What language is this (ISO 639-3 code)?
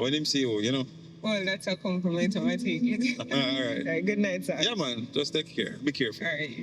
jam